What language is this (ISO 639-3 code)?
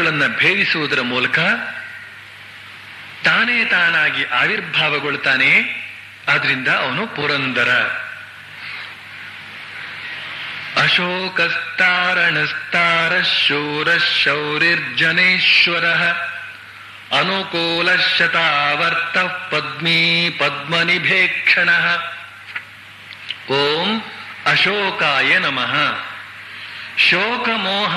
kan